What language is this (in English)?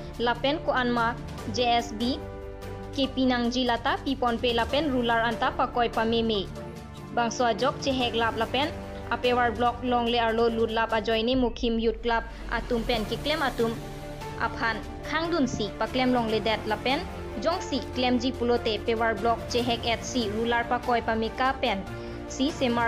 Karbi